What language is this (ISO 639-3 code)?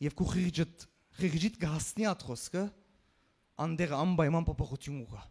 hyw